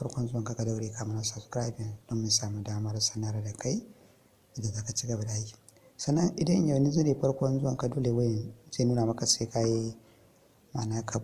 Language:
Hausa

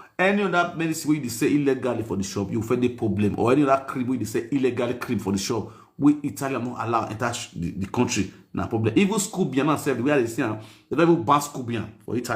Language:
Nigerian Pidgin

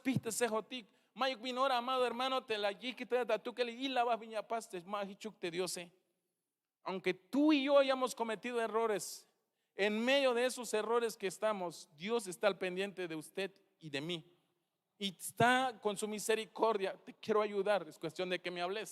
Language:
Tzeltal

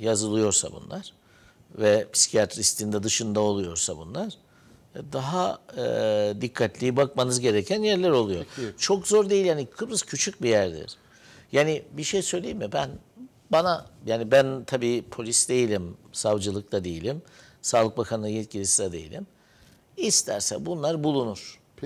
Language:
Turkish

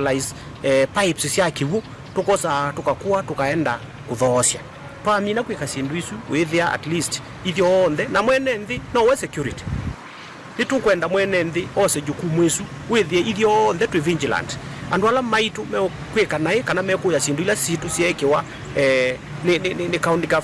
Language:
Kamba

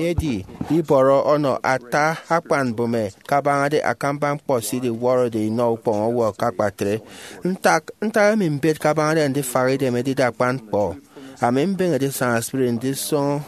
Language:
Efik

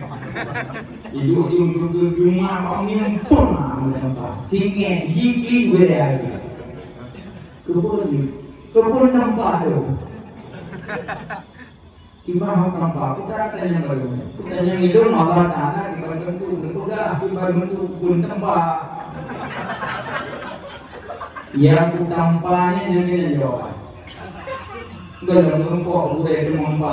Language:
Malay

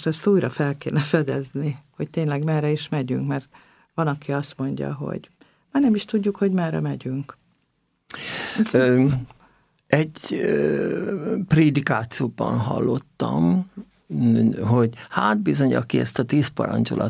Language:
Hungarian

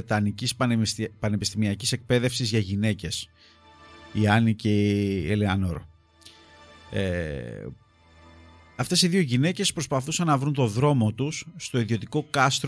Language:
Greek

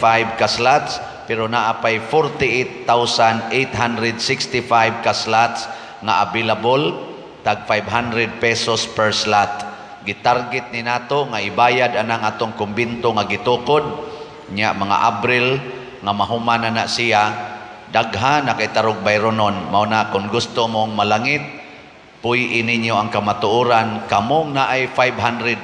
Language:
Cebuano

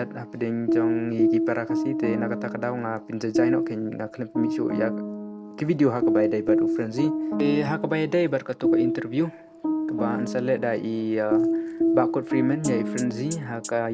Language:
Khasi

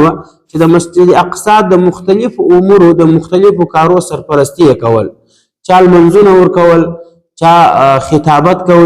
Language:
Pashto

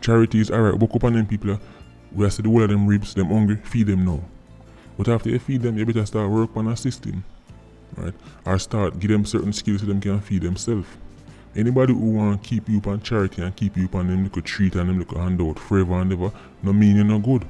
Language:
Jamaican Creole English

